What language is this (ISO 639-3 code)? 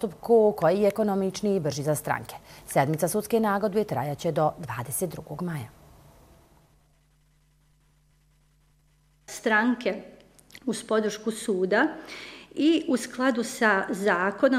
bos